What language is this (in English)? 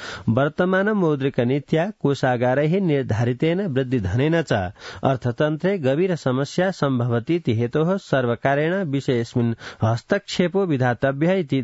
Sanskrit